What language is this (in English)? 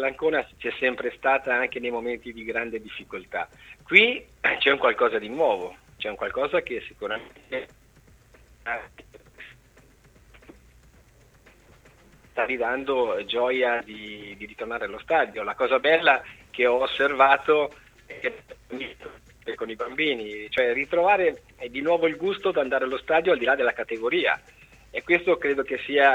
Italian